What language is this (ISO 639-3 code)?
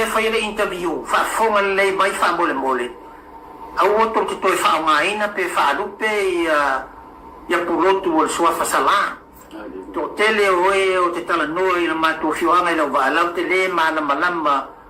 smo